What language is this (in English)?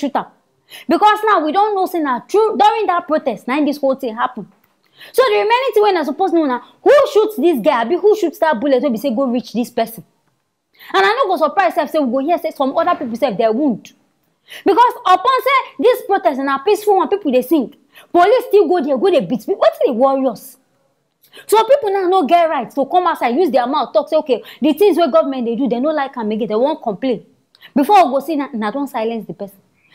Nigerian Pidgin